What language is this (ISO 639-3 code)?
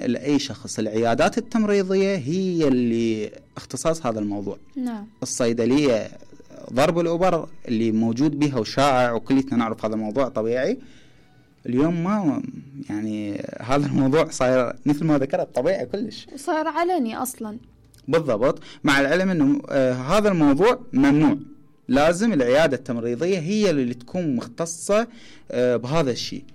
acm